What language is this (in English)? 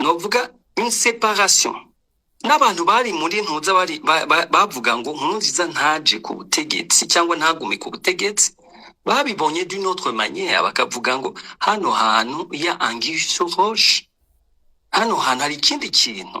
Rundi